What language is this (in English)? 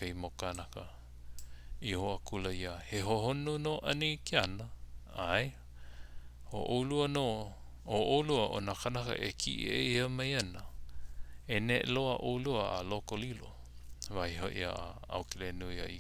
Hawaiian